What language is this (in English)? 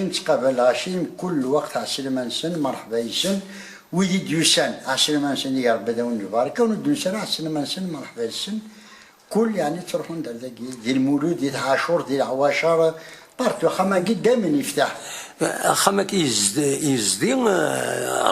Kabyle